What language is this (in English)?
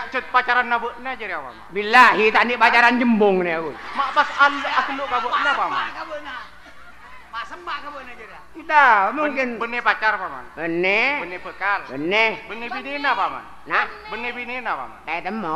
Madurese